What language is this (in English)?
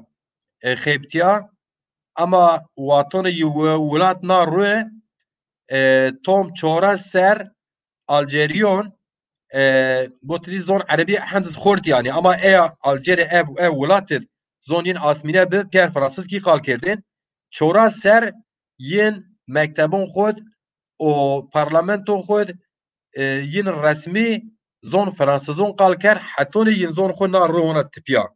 Zaza